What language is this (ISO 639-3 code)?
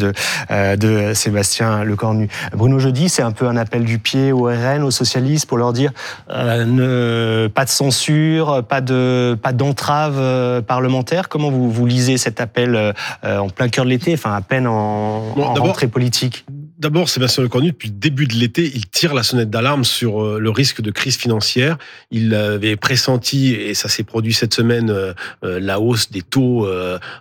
fra